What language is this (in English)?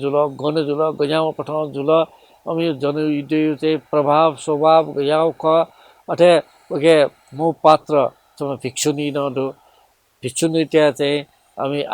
Newari